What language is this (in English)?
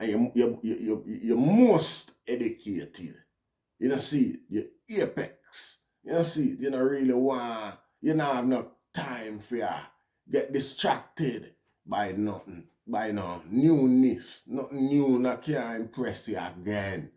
Jamaican Creole English